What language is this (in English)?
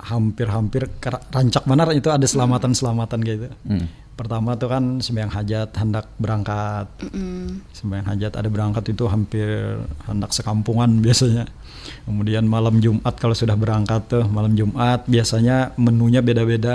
Banjar